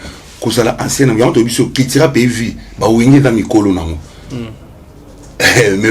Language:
Lingala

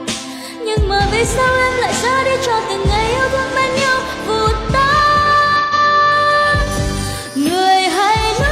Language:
Vietnamese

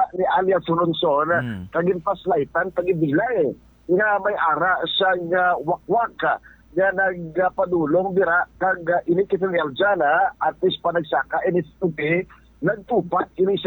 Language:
Hiligaynon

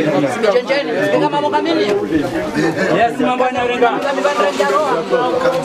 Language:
Swahili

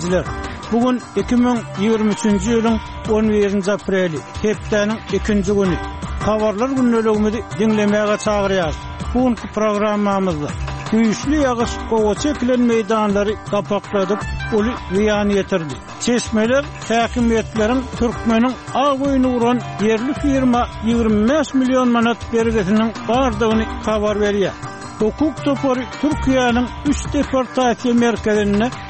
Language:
Turkmen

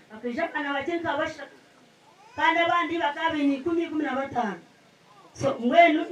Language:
Nyankole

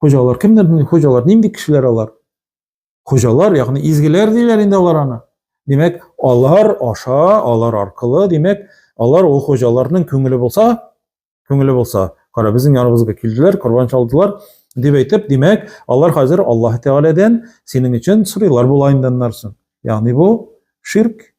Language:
Tatar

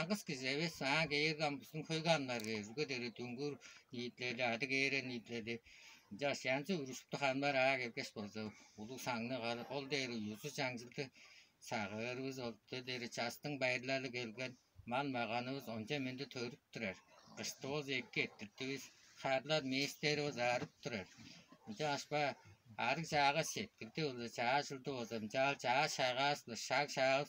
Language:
Tuvinian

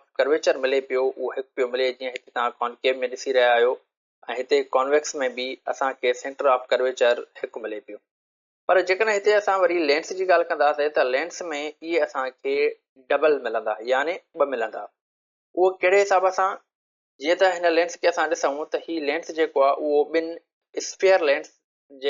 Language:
Sindhi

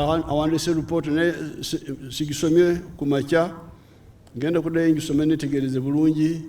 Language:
Ganda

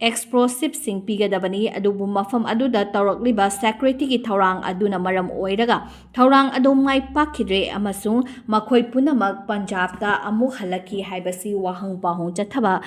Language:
Manipuri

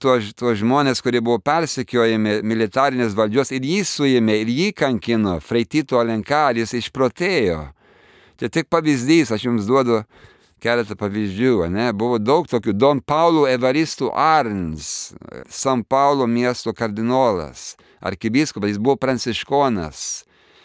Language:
Lithuanian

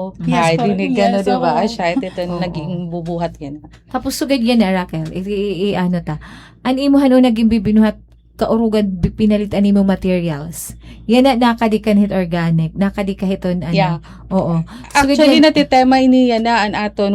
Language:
Waray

